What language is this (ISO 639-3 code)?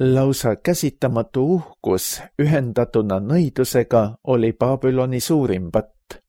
est